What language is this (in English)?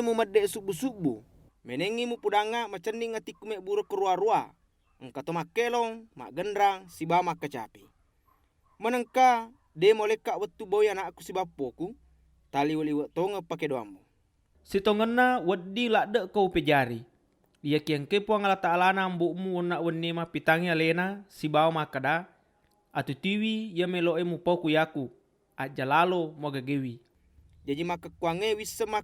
Buginese